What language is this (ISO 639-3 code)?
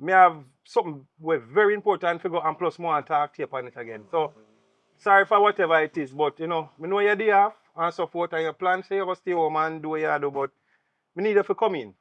jam